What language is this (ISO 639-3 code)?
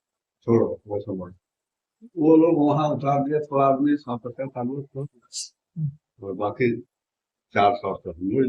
sck